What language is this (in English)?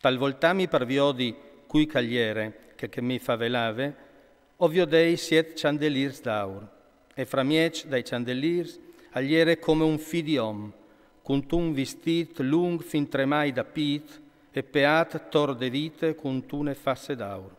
Friulian